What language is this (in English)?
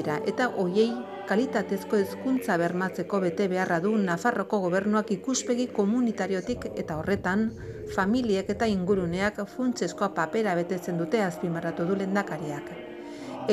Basque